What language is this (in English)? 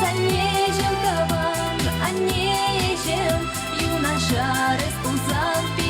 Chuvash